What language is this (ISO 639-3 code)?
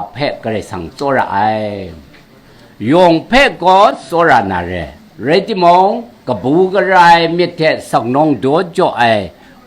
kac